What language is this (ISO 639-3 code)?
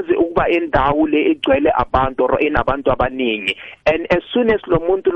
nbl